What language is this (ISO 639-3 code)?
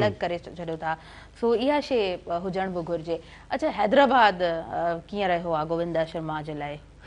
snd